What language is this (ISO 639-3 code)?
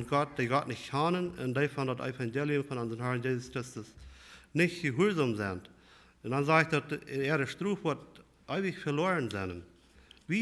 pdt